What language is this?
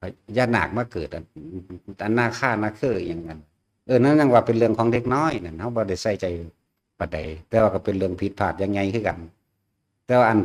Northeastern Thai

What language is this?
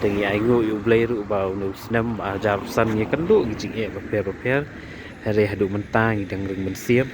Khasi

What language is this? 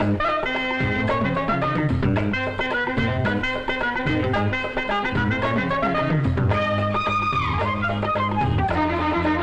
Tamil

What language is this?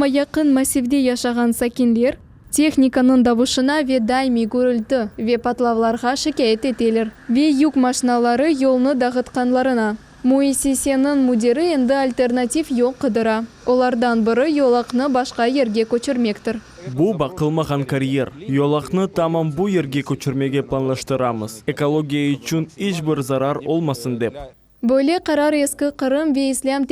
Crimean Tatar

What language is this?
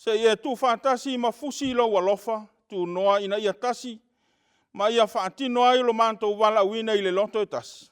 Samoan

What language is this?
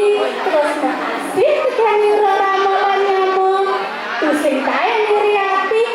Balinese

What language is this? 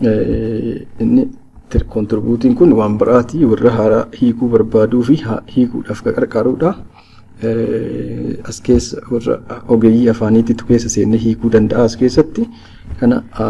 Oromo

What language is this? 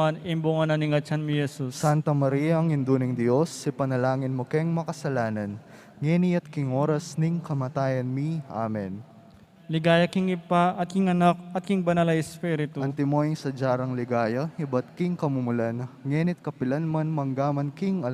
Pampanga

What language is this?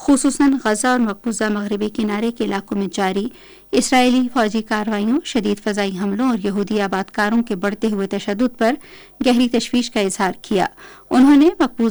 Urdu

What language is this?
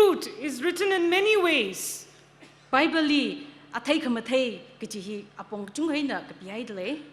Tangkhul Naga (India)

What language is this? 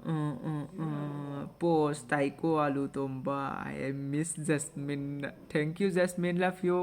Manipuri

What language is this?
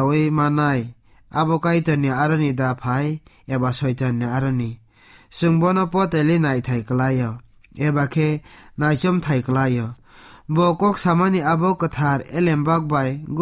Kok Borok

